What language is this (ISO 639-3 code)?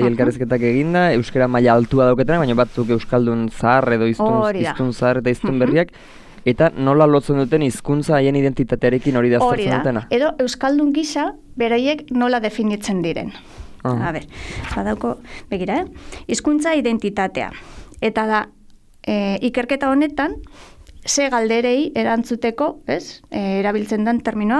eus